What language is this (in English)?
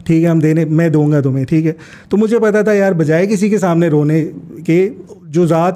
Hindi